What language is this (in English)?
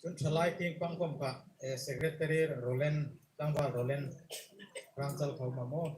Hmar